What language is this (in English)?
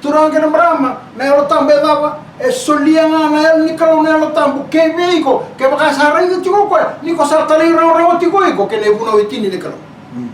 Fijian